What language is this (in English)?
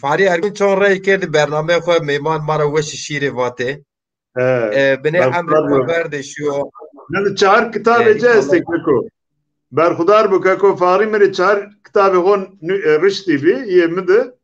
Zaza